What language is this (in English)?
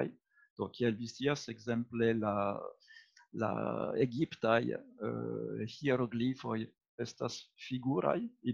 Esperanto